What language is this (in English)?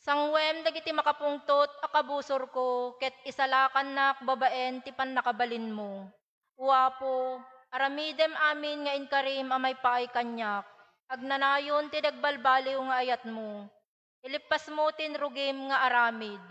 Iloko